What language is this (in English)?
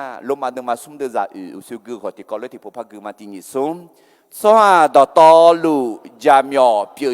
Akha